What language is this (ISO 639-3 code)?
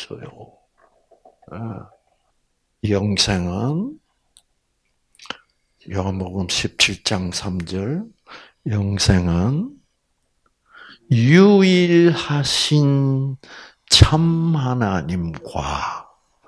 kor